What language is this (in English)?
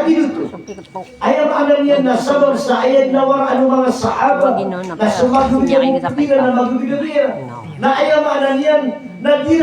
Maranao